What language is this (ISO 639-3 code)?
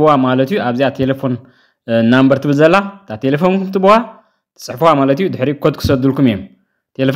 tir